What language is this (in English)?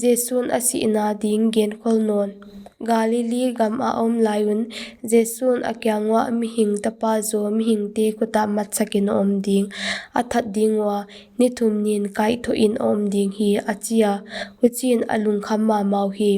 Paite Chin